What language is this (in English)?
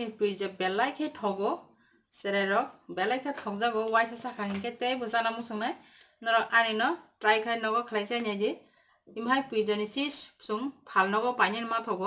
Kok Borok